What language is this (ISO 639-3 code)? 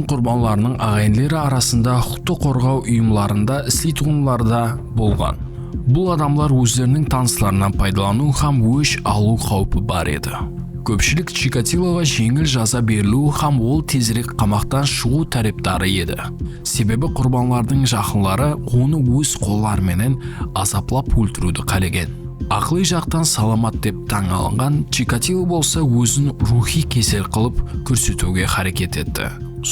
kaa